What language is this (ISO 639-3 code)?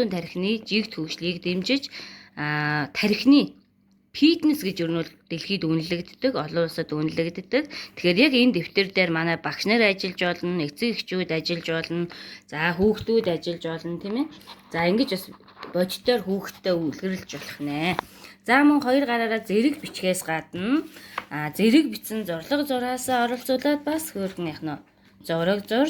mon